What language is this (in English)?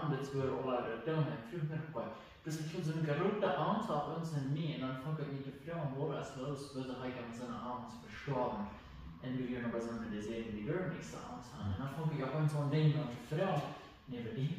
Plautdietsch